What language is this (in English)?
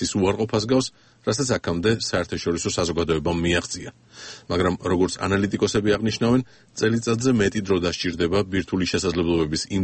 Georgian